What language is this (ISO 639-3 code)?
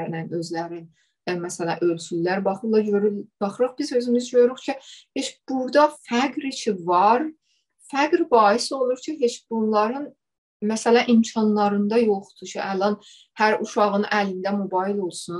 azb